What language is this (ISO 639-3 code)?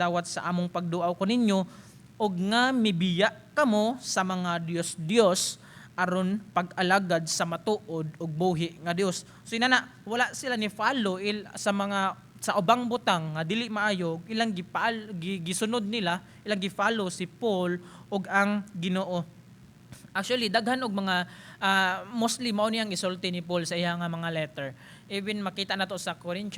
ceb